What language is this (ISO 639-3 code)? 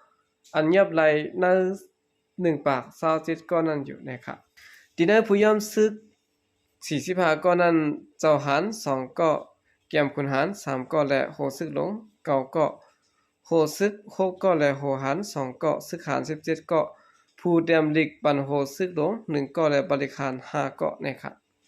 shn